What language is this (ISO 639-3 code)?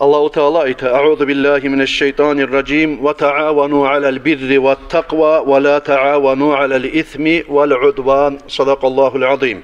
kum